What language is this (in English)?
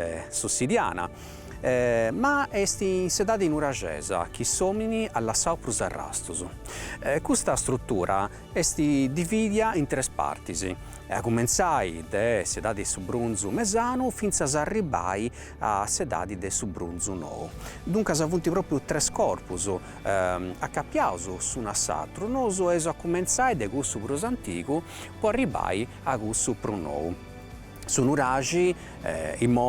Sardinian